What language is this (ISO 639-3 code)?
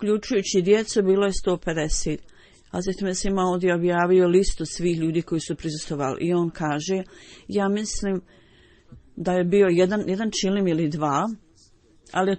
bos